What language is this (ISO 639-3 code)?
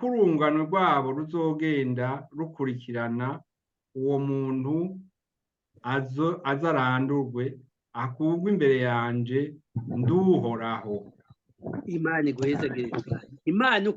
run